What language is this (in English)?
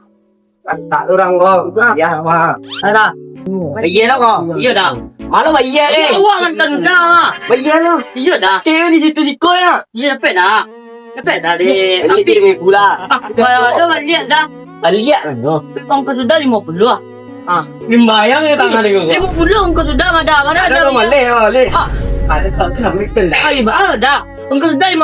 Minangkabau